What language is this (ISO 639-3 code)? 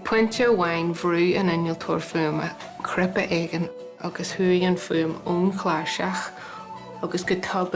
gle